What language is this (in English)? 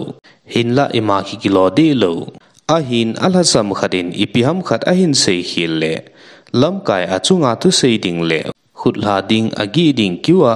Thado Chin